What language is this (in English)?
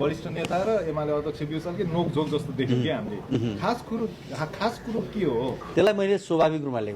Nepali